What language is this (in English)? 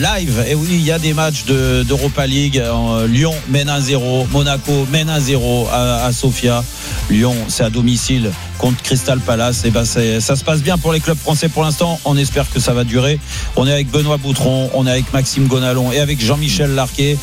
French